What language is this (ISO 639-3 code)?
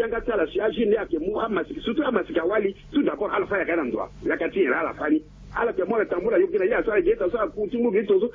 sag